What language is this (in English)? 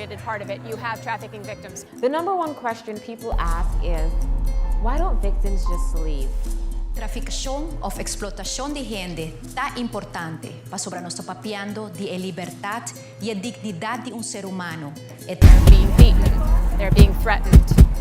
Papiamento